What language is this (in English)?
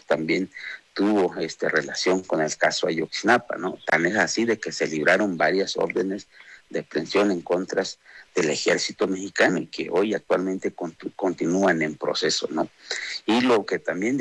Spanish